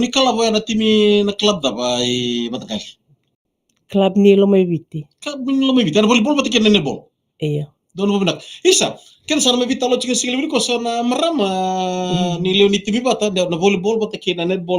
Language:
Fijian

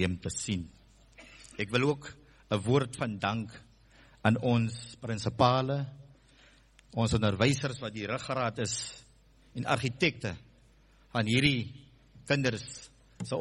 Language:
Afrikaans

